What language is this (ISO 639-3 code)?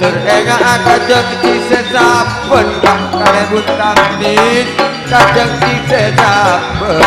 mad